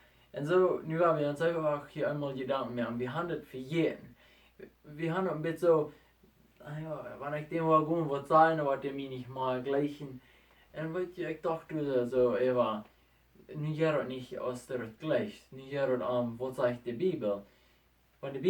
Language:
Plautdietsch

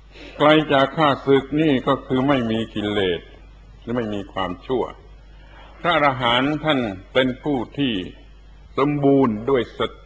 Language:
Thai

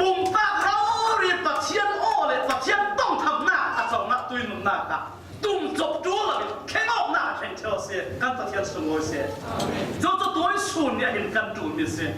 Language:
Falam Chin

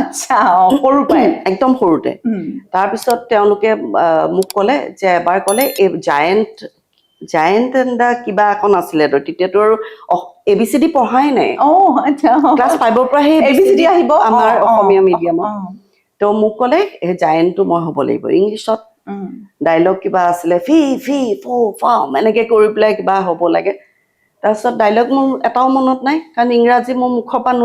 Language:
Assamese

